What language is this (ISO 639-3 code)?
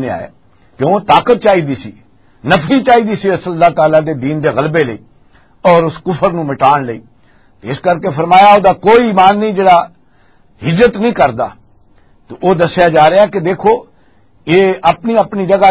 lah